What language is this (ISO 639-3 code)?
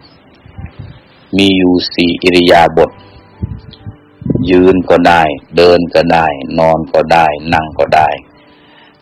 tha